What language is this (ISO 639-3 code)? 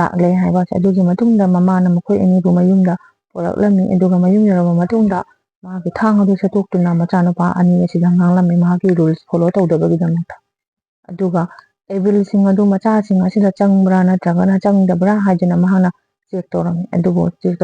mni